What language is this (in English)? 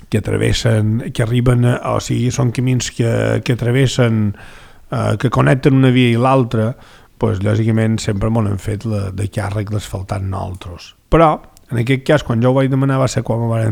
Catalan